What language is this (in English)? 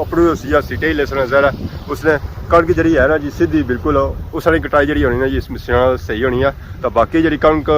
Pahari-Potwari